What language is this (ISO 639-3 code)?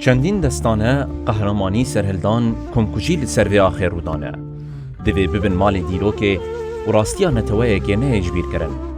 kur